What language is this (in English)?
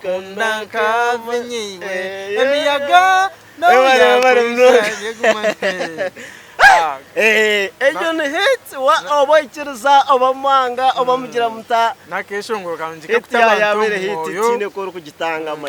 Nyankole